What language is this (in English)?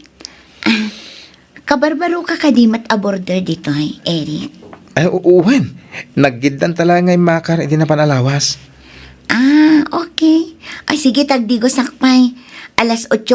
Iloko